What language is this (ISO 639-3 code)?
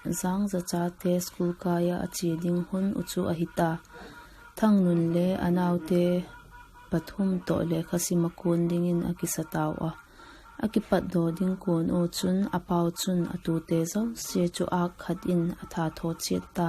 vap